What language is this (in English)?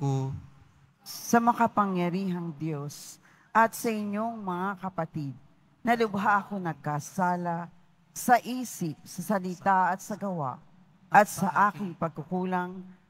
Filipino